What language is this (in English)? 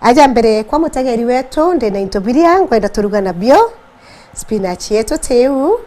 Meru